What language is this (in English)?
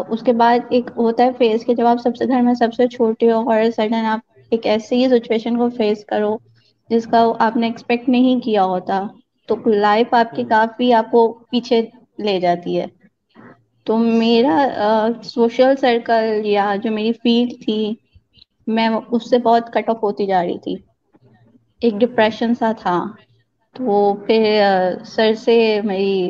Urdu